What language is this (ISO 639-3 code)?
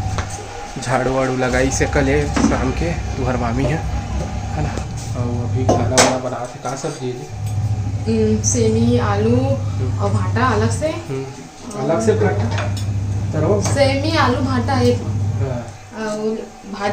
hne